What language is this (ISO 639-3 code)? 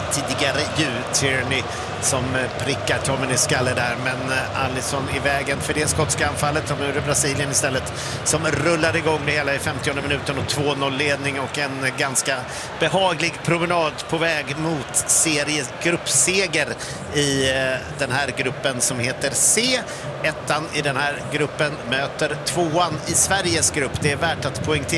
swe